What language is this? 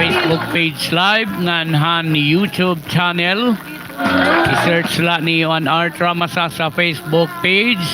Waray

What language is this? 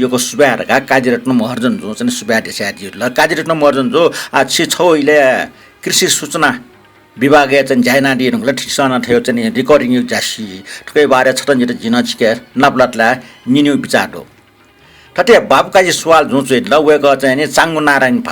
Newari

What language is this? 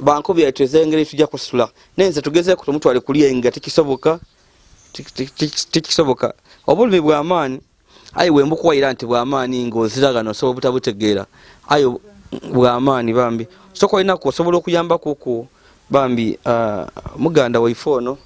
Ganda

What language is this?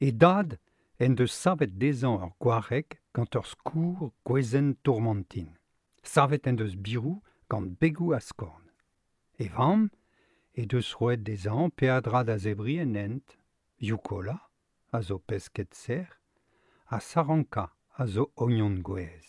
Breton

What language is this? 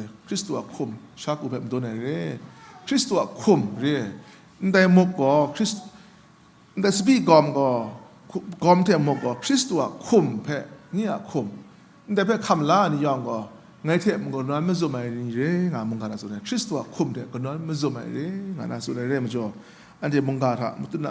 Kachin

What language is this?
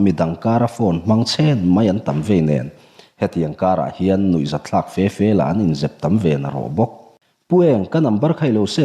Mizo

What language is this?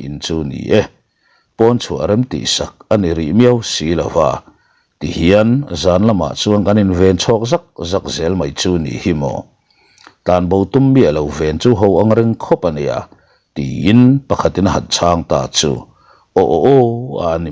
Mizo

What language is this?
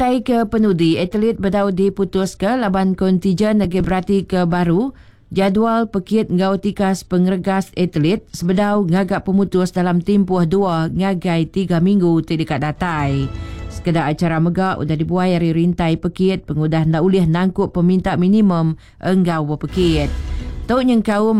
Iban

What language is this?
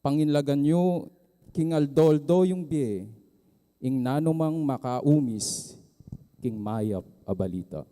Pampanga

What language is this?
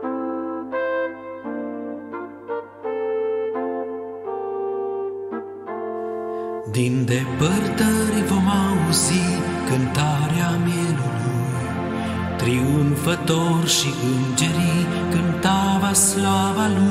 Romanian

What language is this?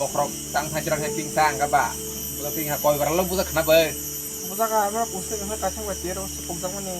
Kok Borok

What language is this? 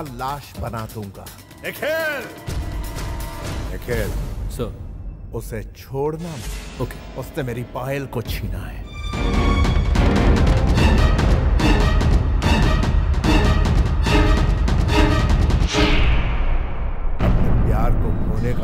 Hindi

